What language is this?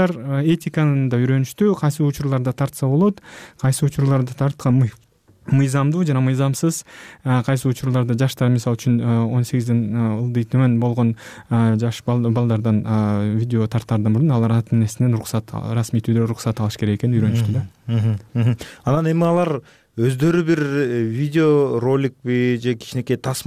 Kyrgyz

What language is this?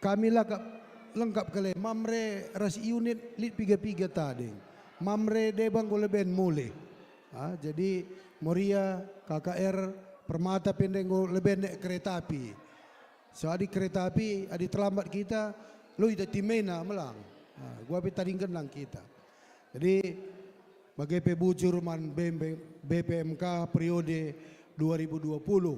Batak Karo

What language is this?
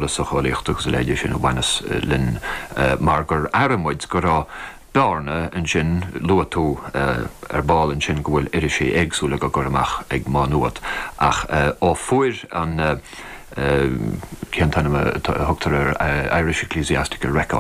Irish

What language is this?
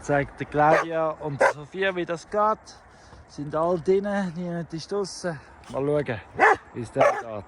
Swiss German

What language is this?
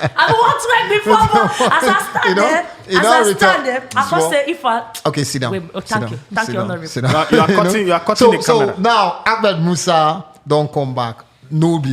Nigerian Pidgin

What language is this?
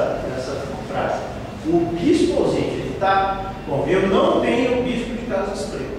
Portuguese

